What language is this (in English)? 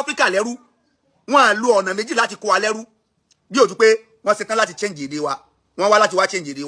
Yoruba